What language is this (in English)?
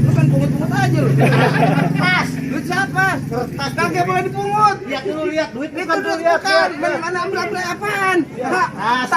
Betawi